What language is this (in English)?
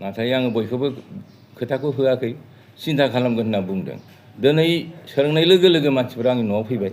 Bodo